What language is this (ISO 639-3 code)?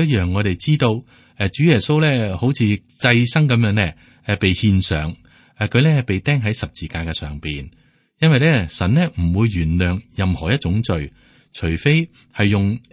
yue